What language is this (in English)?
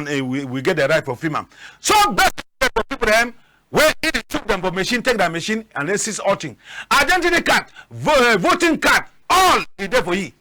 Cameroon Pidgin